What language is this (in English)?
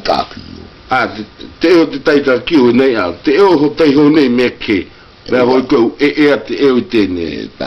South Marquesan